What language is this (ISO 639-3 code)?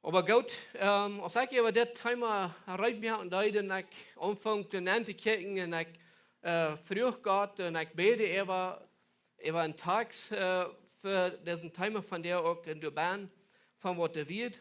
pdt